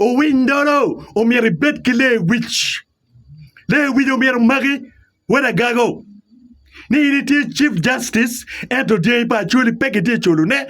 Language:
Acoli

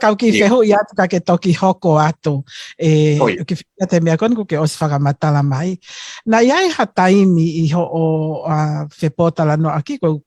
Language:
Tongan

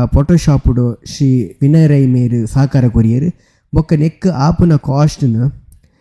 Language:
Tulu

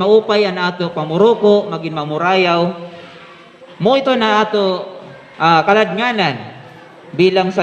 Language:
Waray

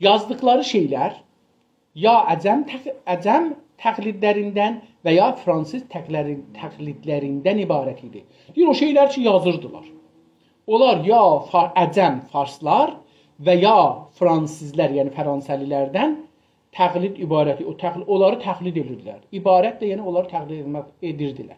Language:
South Azerbaijani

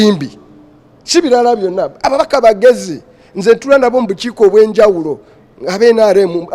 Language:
Ganda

